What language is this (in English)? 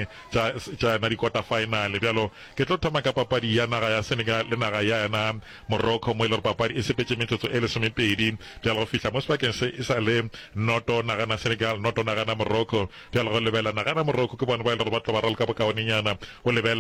Northern Sotho